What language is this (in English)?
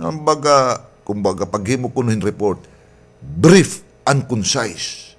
Waray